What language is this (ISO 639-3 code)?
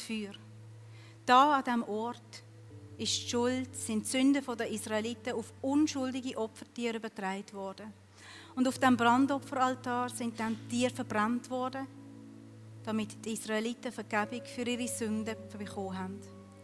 gsw